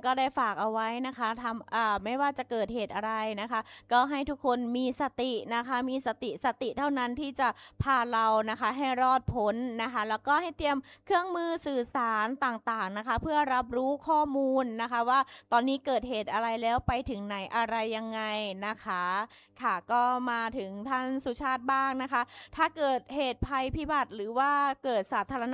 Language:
Thai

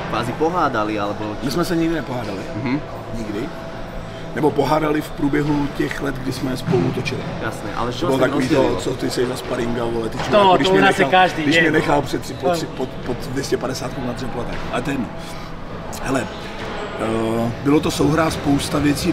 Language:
Czech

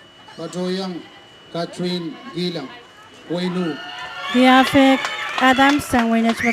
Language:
Pohnpeian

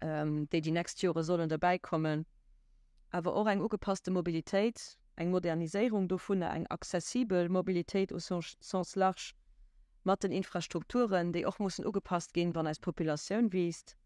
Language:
Luxembourgish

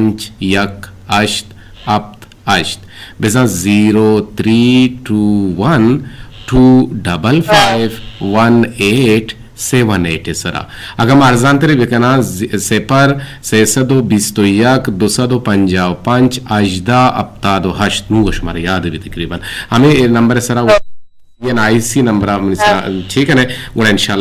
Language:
Eastern Balochi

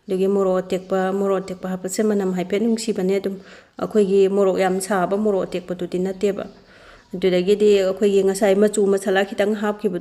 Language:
Manipuri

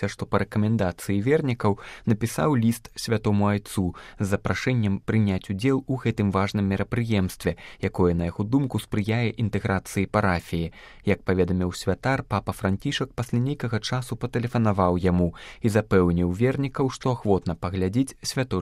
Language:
Belarusian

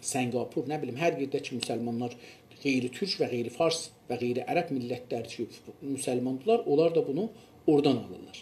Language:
South Azerbaijani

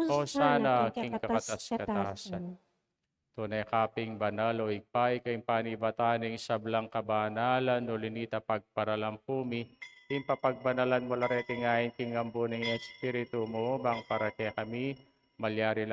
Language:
Pampanga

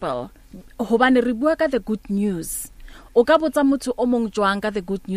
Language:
Southern Sotho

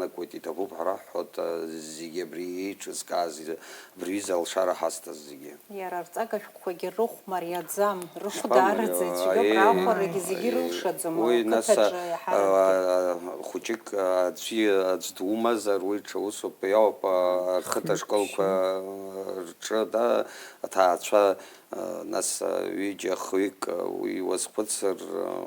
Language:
Abkhazian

